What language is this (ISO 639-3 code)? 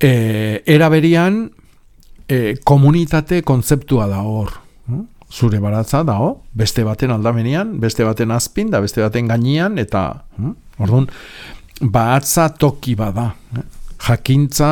eus